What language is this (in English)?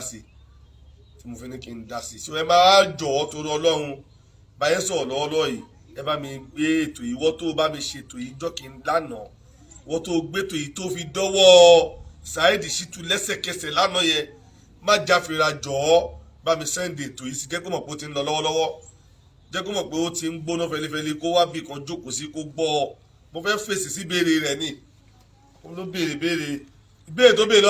Yoruba